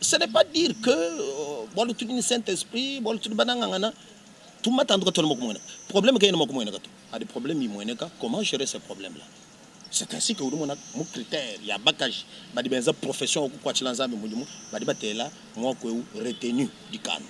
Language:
Luba-Lulua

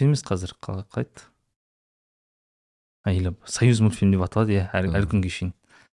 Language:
Kazakh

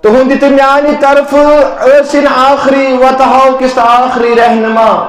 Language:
Kashmiri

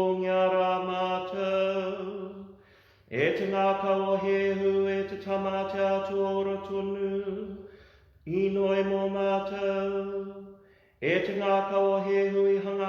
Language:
Māori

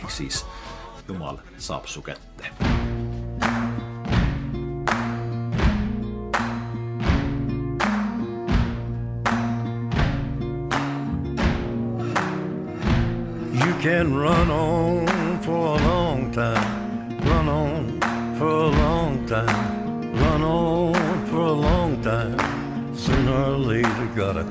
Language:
Estonian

